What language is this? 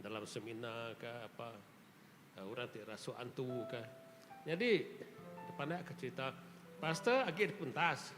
Iban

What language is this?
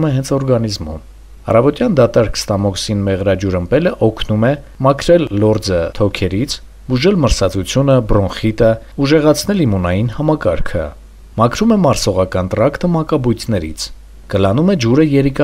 Armenian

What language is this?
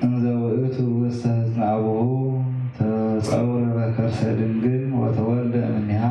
Geez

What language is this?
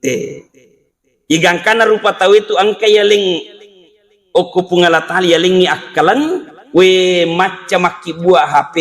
Buginese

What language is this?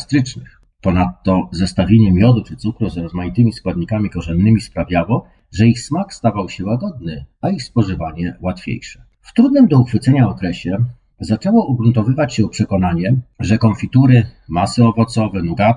Polish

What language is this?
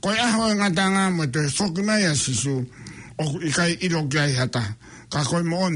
Tongan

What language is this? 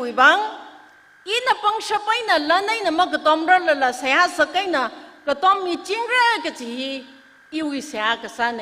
Tangkhul Naga (India)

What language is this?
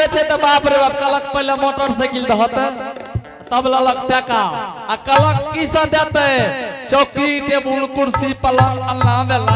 Angika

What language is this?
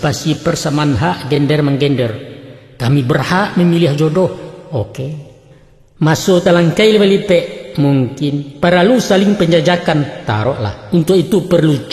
Minangkabau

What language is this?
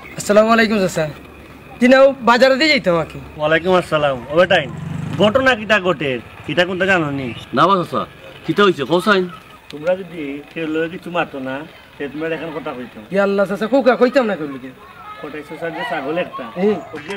Sylheti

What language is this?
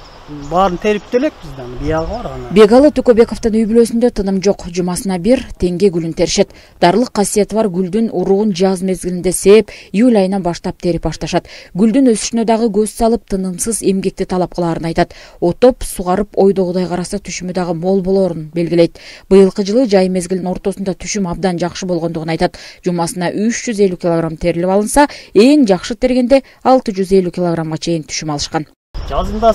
Kyrgyz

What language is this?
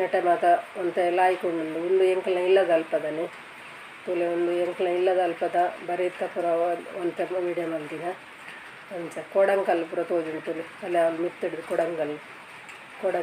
Tulu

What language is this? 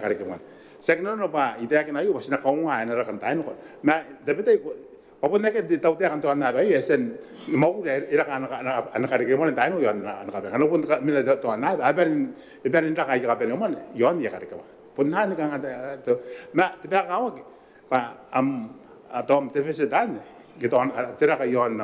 Gilbertese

